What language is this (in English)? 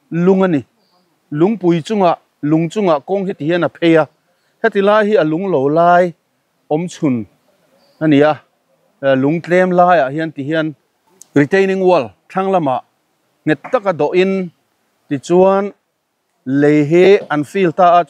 Mizo